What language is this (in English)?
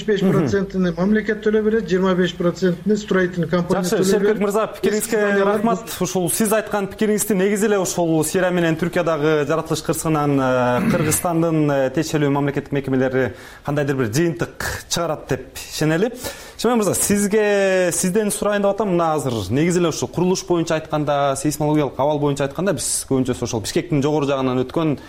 Kyrgyz